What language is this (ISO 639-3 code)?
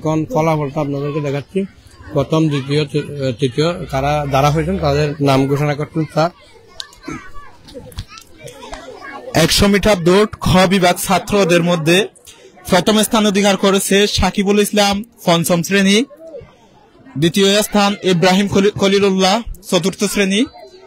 ben